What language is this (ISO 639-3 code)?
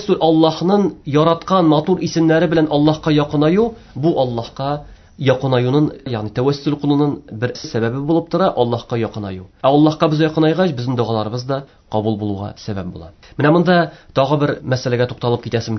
tat